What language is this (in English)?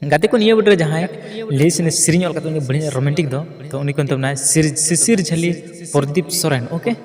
Santali